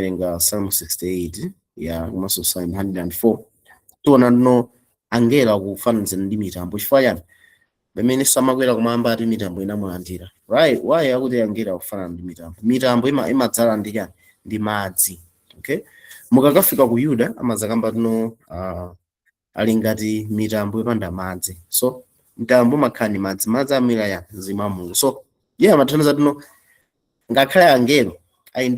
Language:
Nyanja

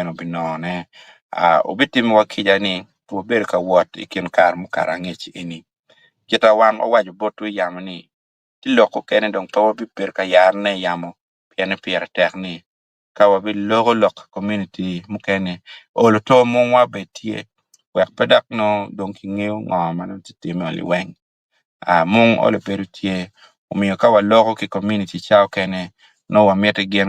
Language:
Acoli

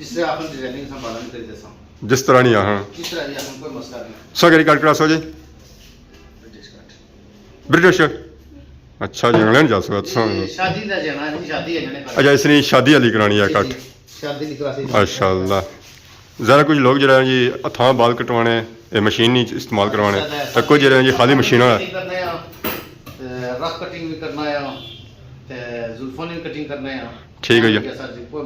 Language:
Pahari-Potwari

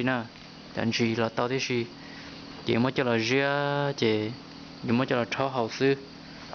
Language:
Hmong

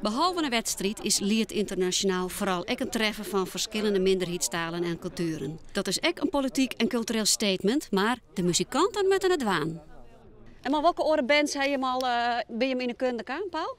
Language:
Western Frisian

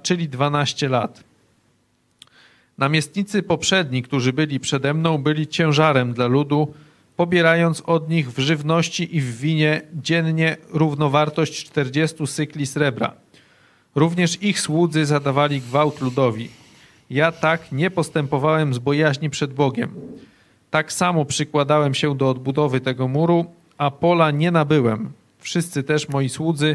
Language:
Polish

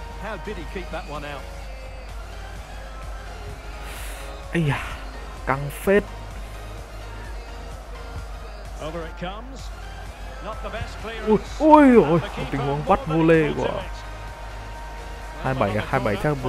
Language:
Vietnamese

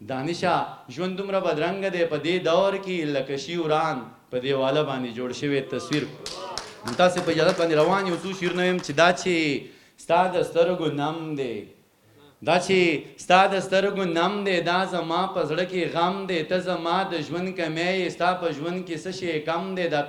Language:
Pashto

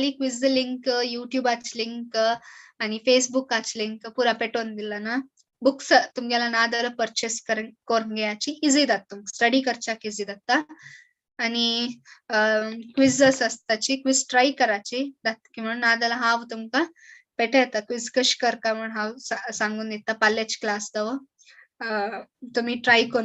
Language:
Konkani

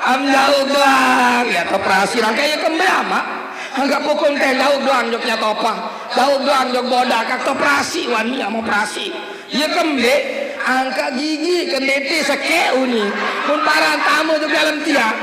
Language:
Sasak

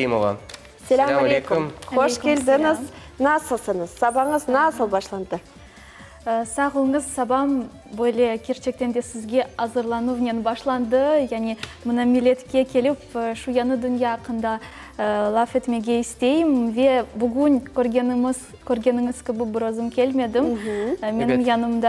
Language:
Crimean Tatar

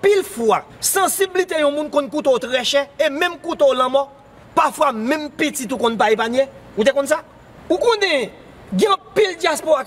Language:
Haitian Creole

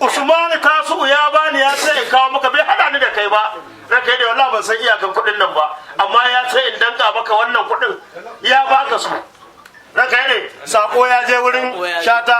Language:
Hausa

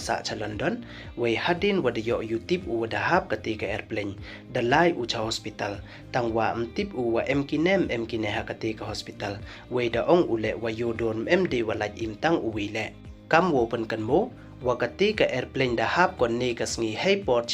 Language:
Pnar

